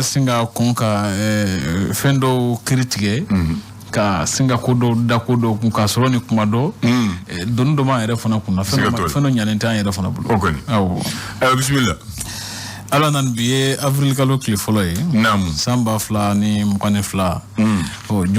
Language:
Bambara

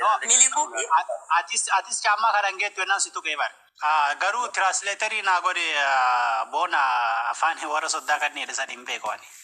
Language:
Oromo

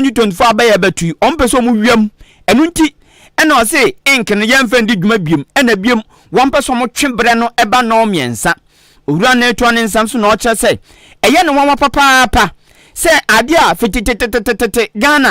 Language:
Akan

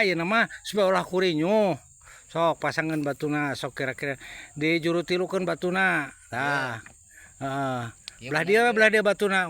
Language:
Sundanese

